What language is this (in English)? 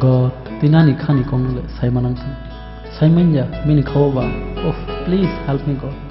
Kok Borok